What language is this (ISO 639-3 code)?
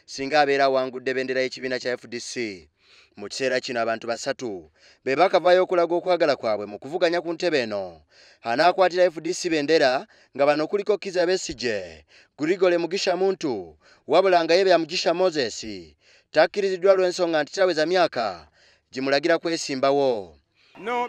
lug